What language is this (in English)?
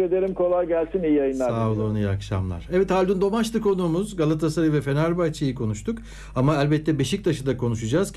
Turkish